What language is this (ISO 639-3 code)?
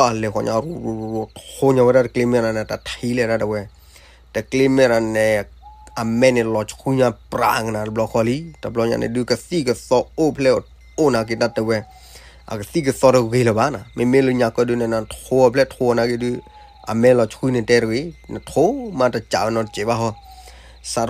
ksw